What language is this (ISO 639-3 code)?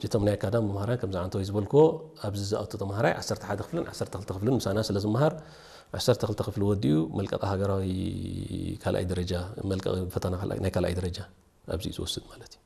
tir